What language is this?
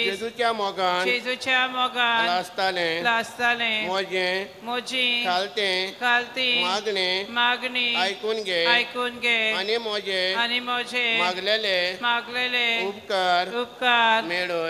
Konkani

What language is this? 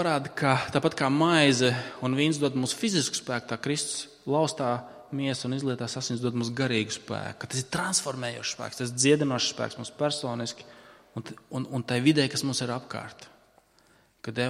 Latvian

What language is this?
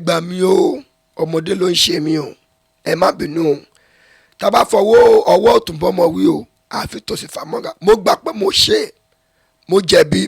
Yoruba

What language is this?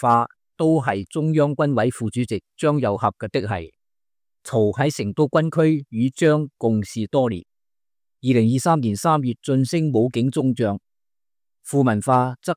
Cantonese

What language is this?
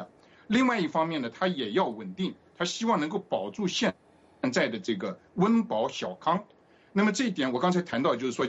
Chinese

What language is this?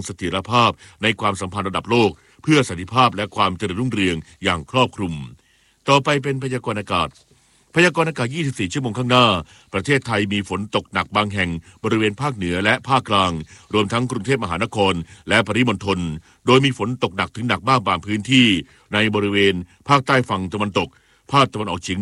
Thai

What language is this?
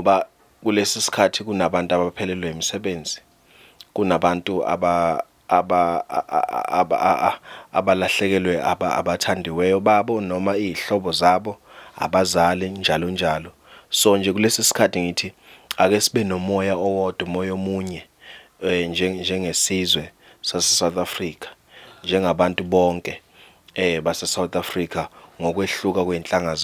Zulu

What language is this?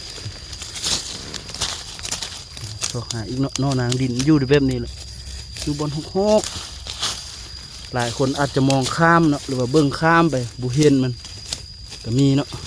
Lao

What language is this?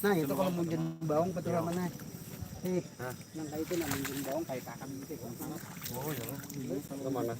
Banjar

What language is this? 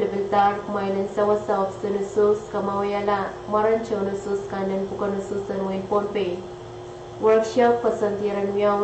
Pohnpeian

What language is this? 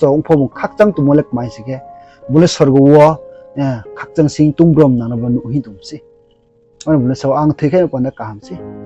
Riang (India)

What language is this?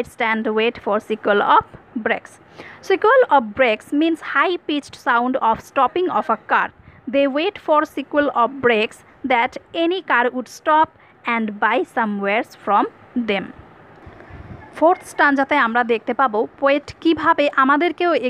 Bangla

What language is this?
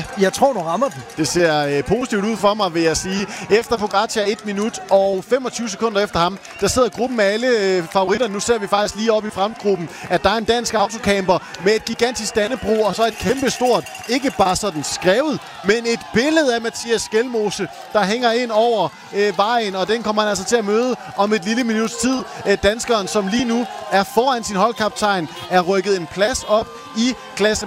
Danish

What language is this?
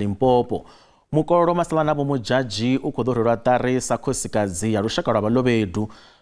Venda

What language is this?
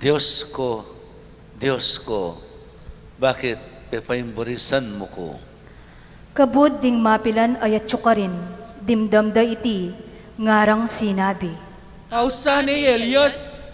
Pampanga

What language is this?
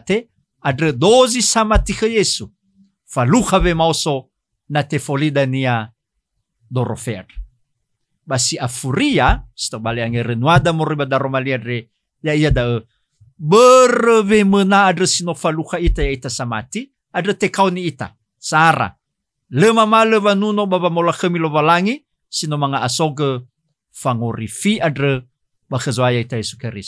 Nias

